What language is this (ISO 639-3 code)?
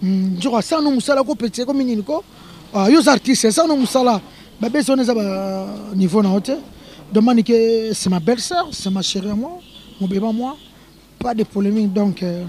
lin